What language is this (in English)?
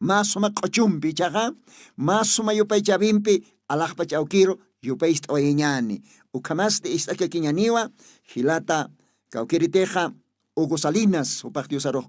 Aymara